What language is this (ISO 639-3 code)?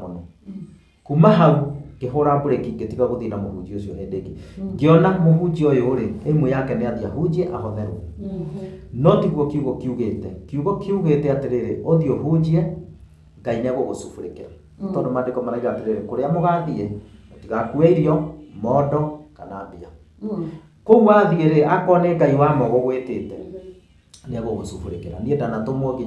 kik